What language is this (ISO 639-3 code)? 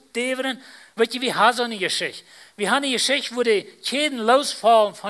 pdt